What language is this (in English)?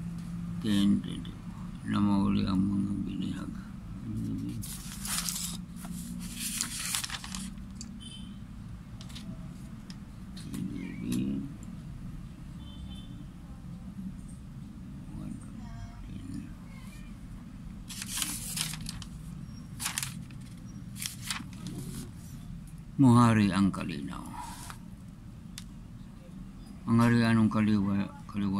Cebuano